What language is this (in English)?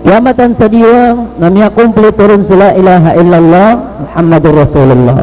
Maranao